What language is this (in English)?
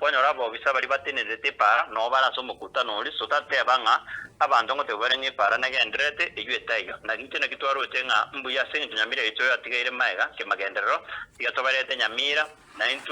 Gusii